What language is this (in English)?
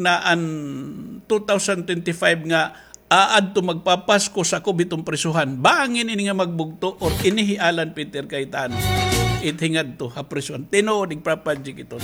Waray